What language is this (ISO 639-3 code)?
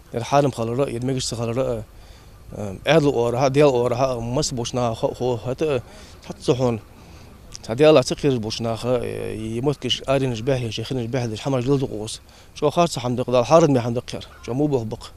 inh